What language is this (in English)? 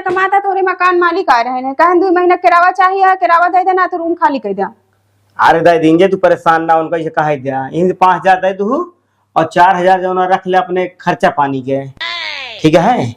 Awadhi